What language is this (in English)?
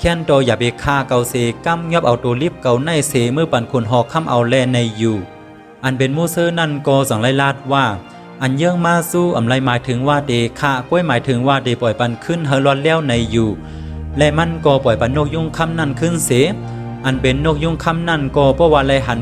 Shan